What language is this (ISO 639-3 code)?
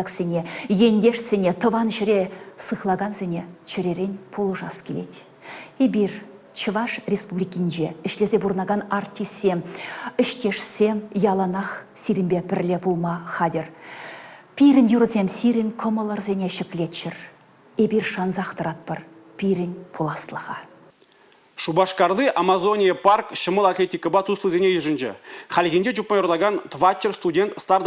chv